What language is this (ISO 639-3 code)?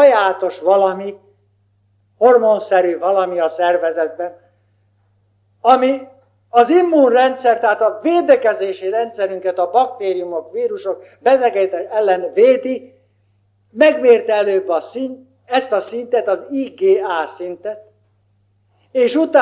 hun